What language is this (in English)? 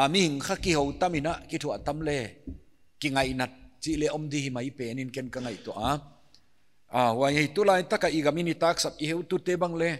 Paite Chin